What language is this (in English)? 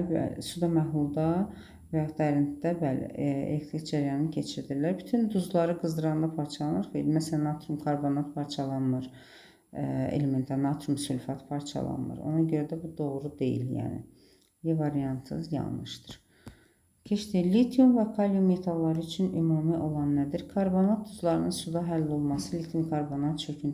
Azerbaijani